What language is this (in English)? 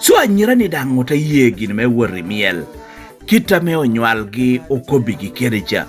Lango (Uganda)